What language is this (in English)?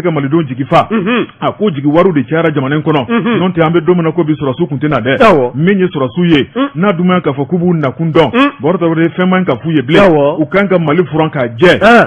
Bambara